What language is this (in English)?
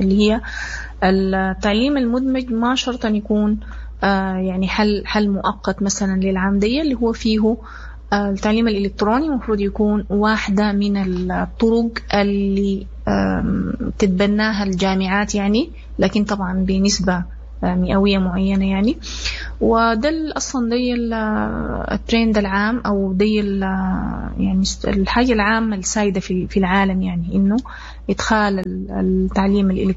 Sudanese Arabic